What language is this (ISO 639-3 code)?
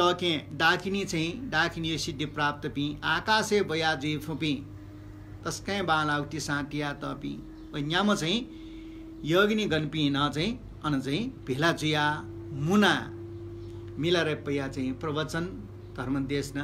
new